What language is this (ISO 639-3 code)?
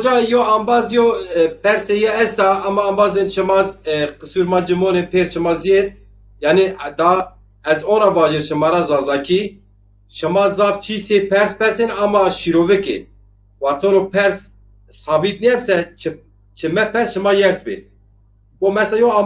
zza